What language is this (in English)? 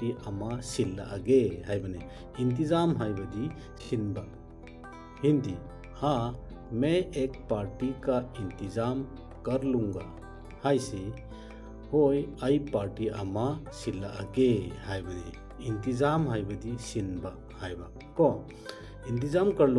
Manipuri